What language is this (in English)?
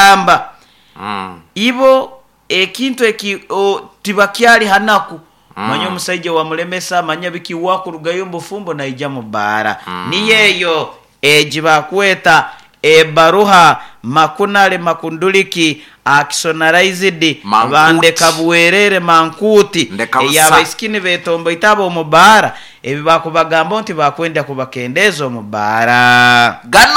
Nyoro